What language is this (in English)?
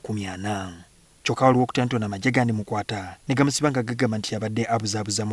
Ganda